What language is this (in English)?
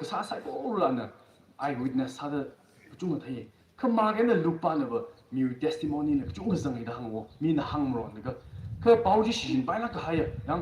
Tangkhul Naga (India)